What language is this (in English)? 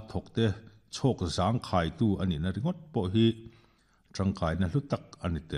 Mizo